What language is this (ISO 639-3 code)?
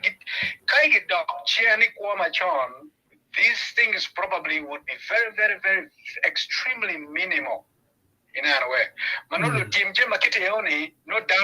ach